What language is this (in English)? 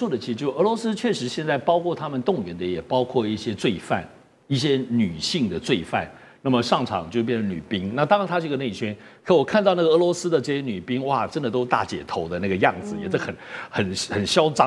Chinese